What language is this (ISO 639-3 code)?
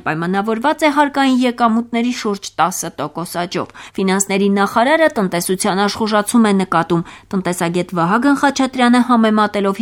hye